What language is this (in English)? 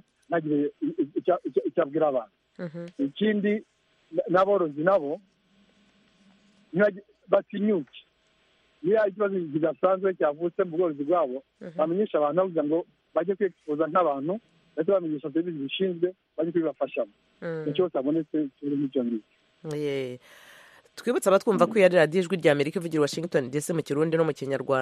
Kinyarwanda